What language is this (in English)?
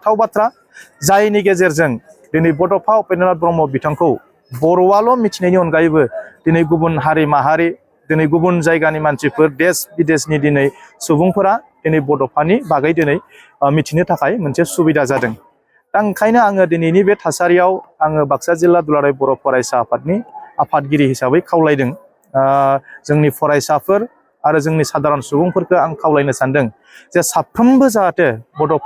Bodo